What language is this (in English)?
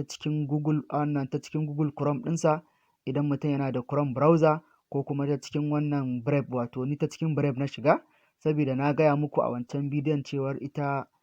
Hausa